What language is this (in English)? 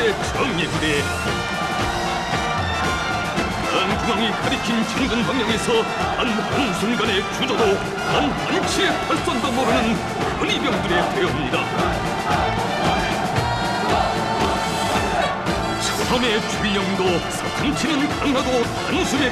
Korean